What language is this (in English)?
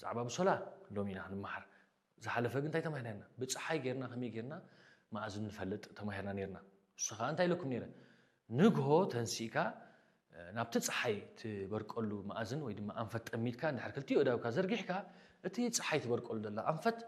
Tigrinya